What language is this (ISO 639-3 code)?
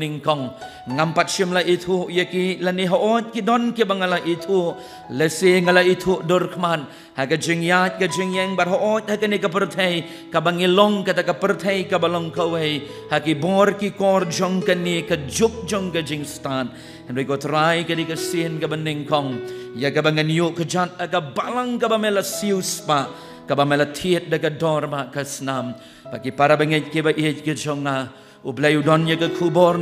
kha